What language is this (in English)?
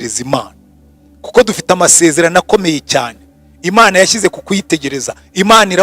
Kinyarwanda